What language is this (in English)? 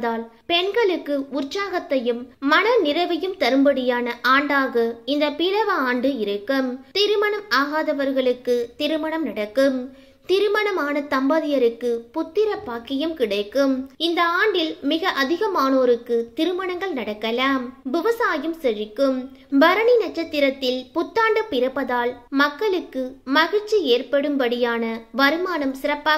Tamil